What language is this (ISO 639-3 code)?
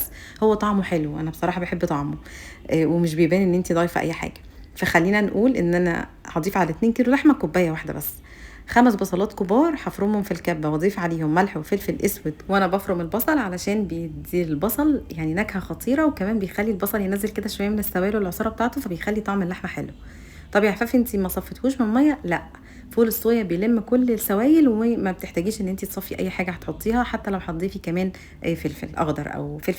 arz